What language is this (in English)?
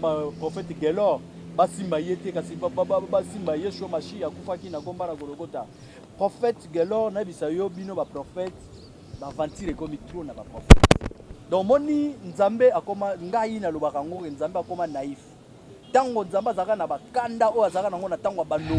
Lingala